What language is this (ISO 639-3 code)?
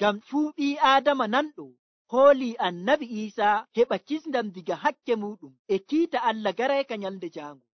fuv